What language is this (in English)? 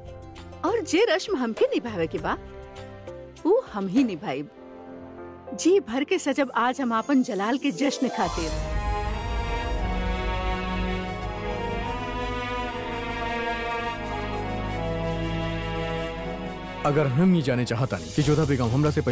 Bhojpuri